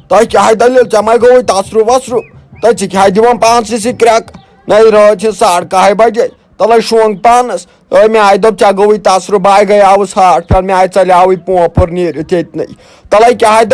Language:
Kashmiri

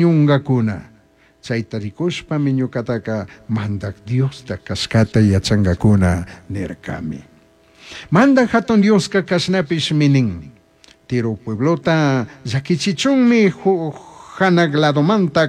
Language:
Chimborazo Highland Quichua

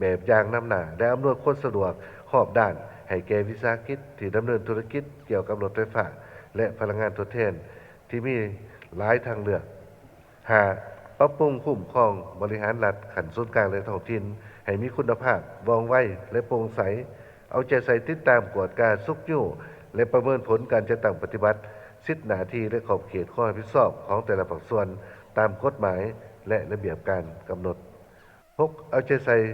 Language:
Lao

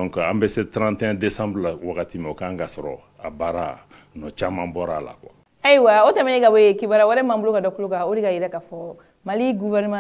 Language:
Bambara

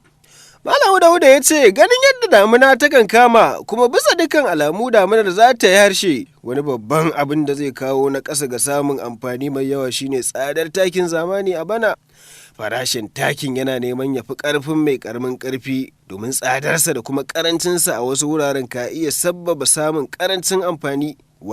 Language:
Hausa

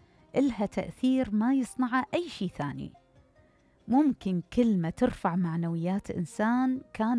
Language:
Mesopotamian Arabic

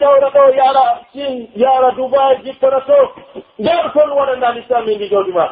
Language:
Pular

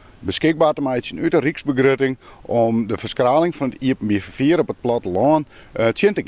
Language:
Western Frisian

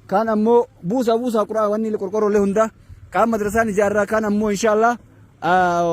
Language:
Oromo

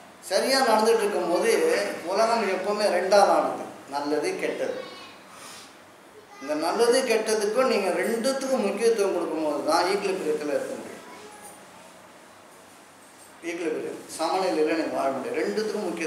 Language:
Tamil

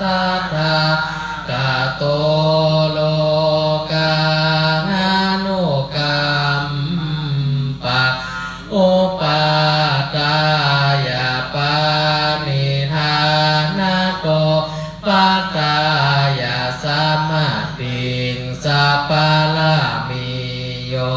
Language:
Pali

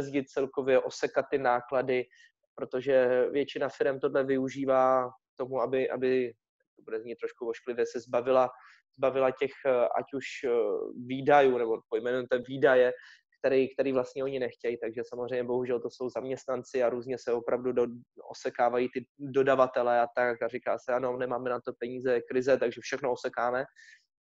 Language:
Czech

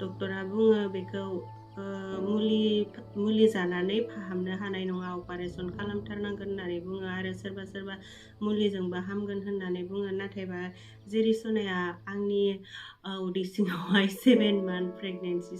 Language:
Bodo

